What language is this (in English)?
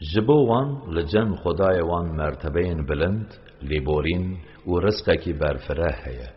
Kurdish